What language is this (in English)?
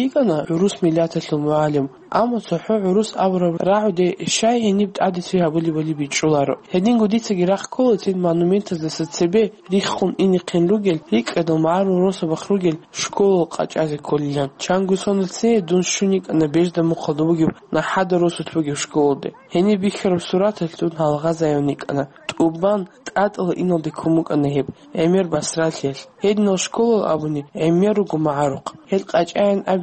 Avaric